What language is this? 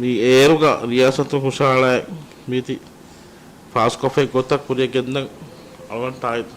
Divehi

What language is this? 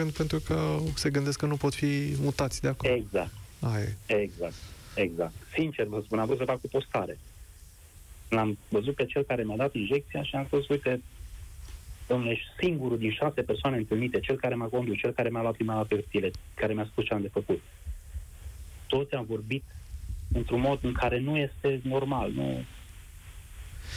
Romanian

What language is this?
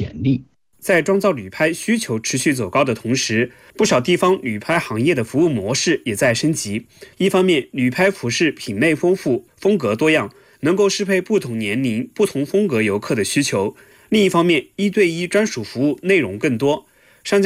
Chinese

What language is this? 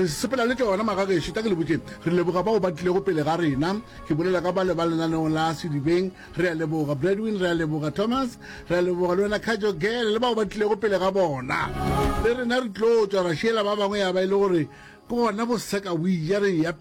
Northern Sotho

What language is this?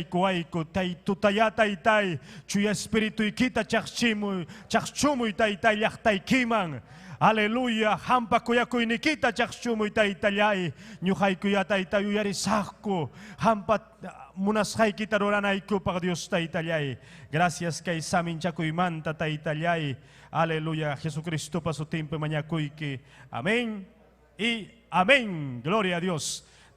Ayacucho Quechua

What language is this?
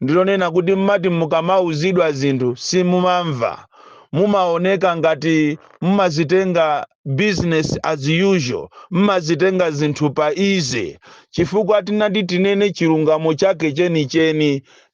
Nyanja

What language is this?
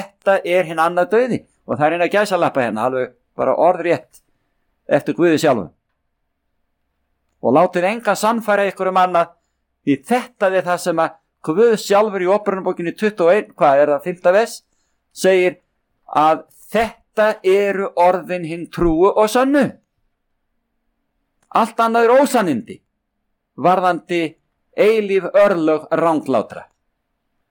Icelandic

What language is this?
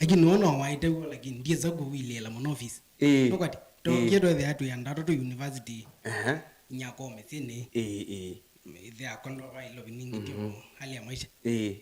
Kamba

